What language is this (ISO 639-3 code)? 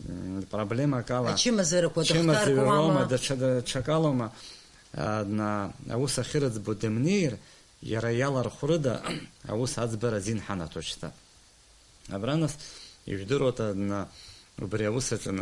abk